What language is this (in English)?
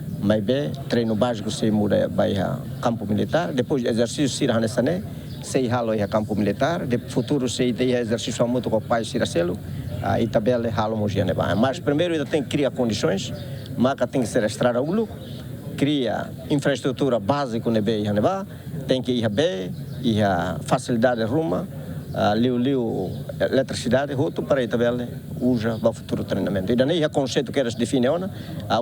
Tetum